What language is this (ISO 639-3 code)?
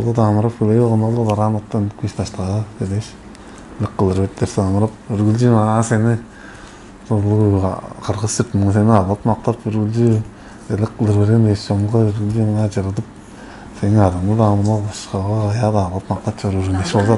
tyv